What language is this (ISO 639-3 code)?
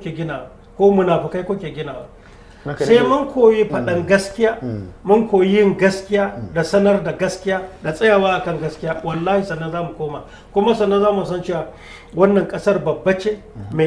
hau